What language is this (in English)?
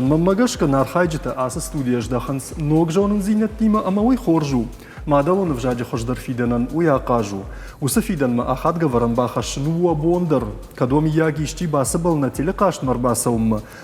Ossetic